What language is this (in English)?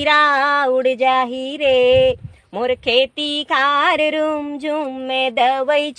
Chhattisgarhi